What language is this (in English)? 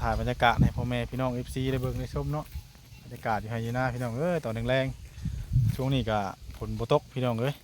Northeastern Thai